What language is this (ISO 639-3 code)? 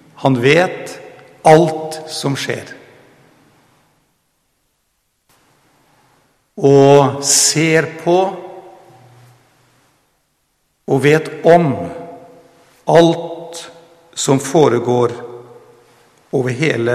nor